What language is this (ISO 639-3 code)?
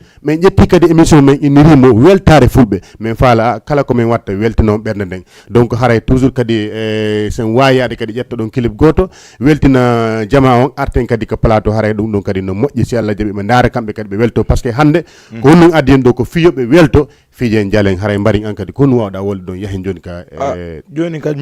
ful